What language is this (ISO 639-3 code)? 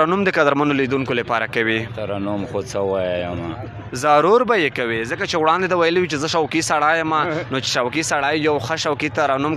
pus